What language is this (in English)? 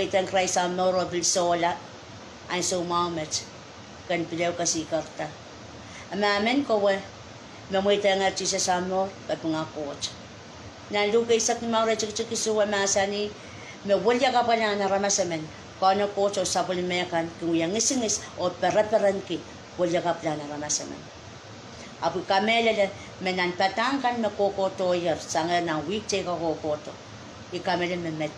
Pohnpeian